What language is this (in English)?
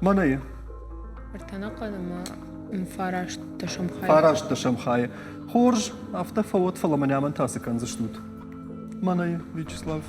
Ossetic